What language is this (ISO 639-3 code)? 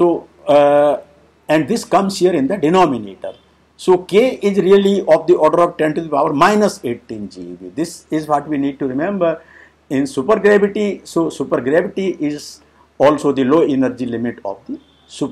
eng